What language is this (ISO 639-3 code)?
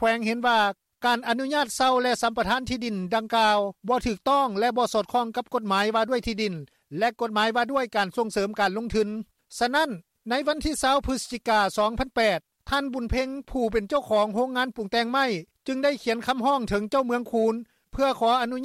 lao